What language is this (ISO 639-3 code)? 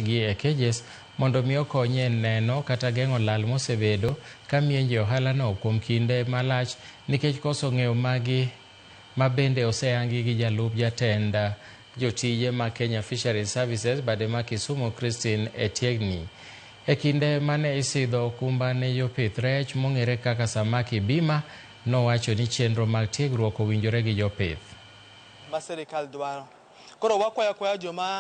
luo